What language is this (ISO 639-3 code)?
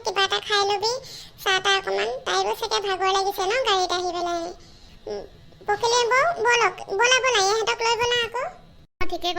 asm